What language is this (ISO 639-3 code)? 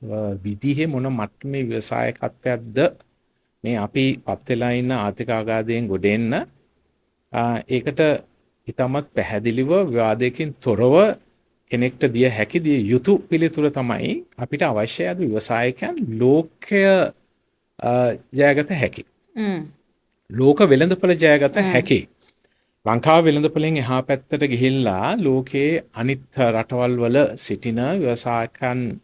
sin